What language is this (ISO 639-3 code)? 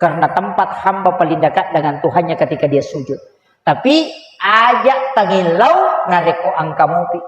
bug